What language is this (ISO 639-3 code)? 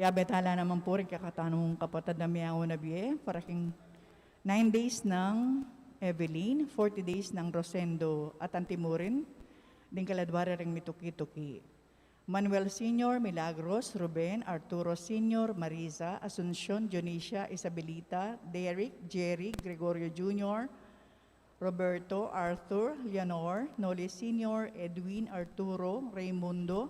pam